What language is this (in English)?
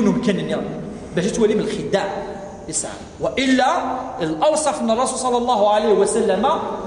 Kabyle